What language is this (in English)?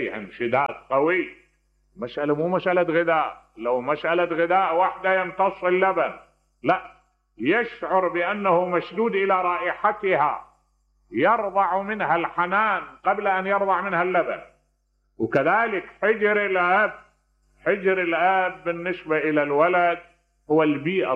Mesopotamian Arabic